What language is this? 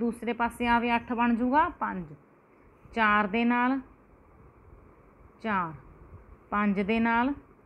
Punjabi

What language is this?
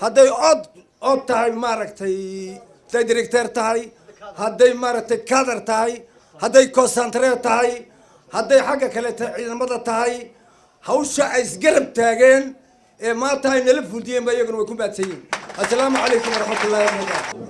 Somali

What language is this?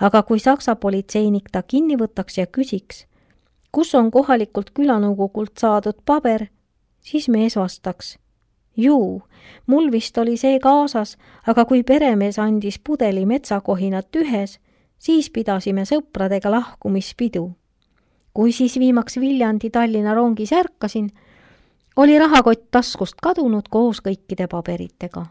Estonian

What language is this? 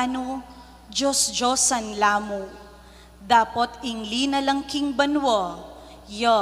Pampanga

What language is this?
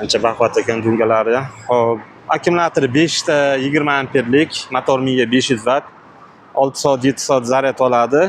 Uzbek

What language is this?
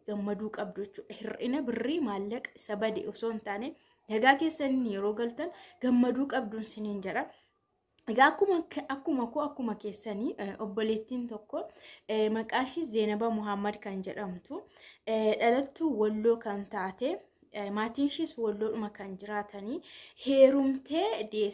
Oromo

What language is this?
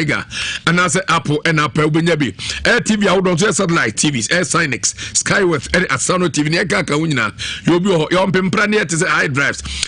Akan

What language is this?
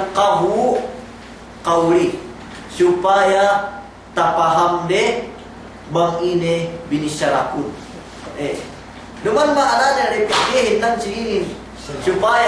Yakan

